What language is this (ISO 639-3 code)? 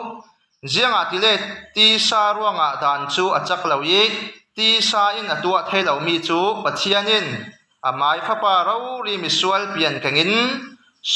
cfm